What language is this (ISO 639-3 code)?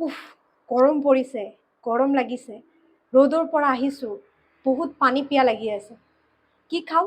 asm